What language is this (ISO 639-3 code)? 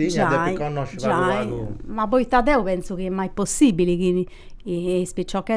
srd